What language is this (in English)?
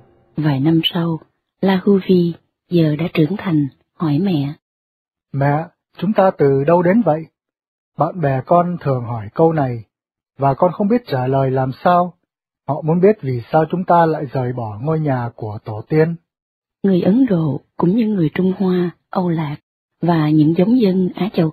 Vietnamese